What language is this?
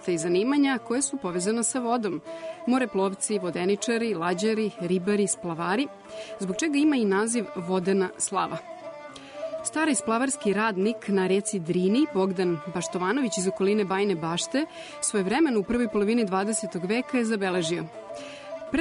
Serbian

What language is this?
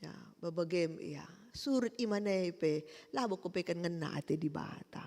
Batak Karo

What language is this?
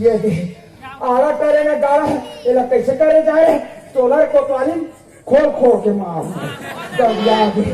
Chhattisgarhi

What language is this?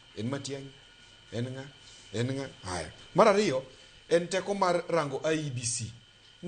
Luo (Kenya and Tanzania)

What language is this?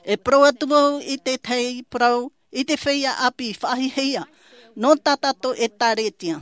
Tahitian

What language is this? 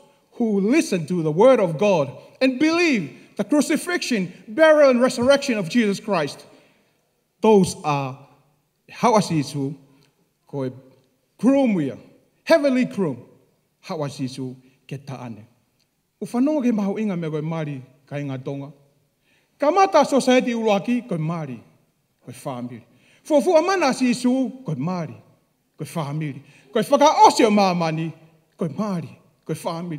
Tongan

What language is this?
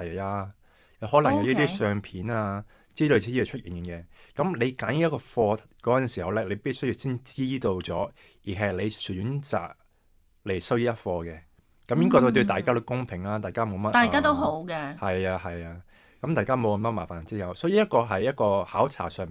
Cantonese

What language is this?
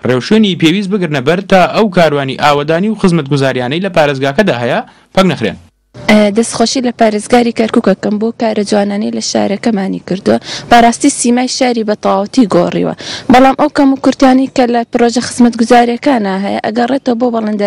Central Kurdish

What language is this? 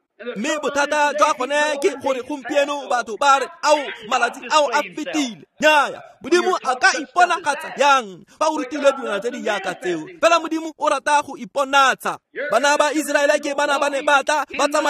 Tswana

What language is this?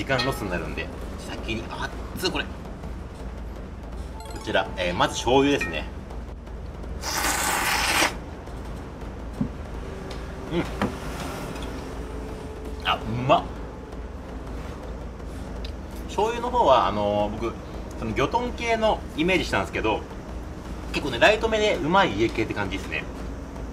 Japanese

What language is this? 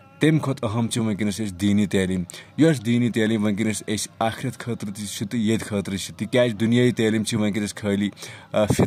Kashmiri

